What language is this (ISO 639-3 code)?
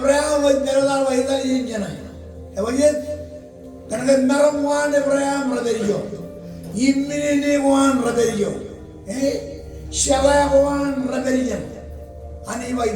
mah